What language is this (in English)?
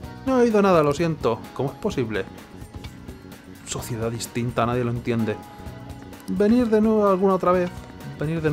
Spanish